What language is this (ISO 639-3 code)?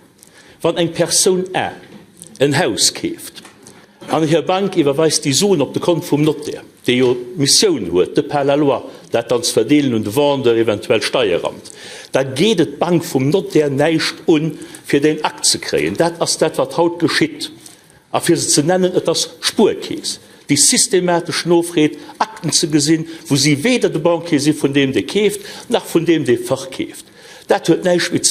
ltz